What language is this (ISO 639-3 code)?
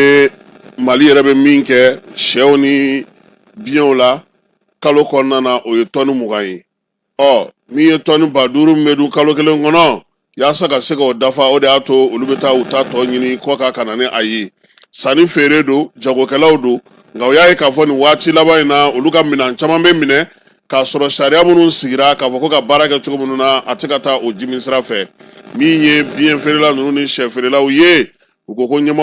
bam